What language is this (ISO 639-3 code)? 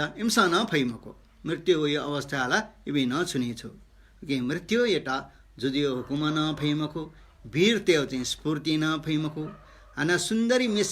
new